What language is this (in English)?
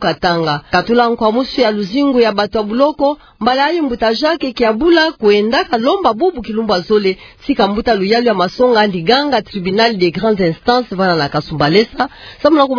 Kituba (Democratic Republic of Congo)